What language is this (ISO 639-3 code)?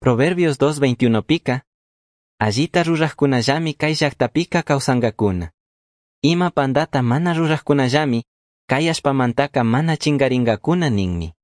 qug